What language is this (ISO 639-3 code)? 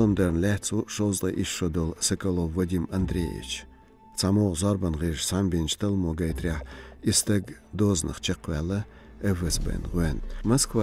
che